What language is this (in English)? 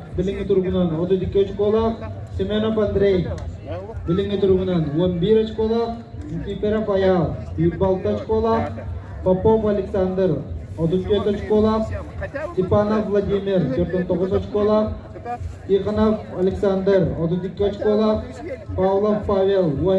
Yakut